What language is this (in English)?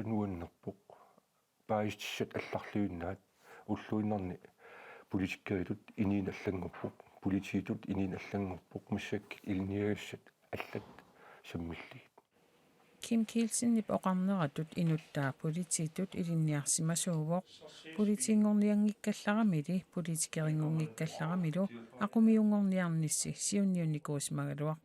Kalaallisut